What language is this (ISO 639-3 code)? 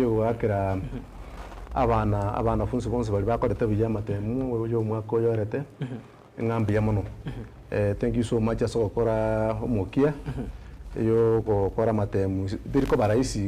guz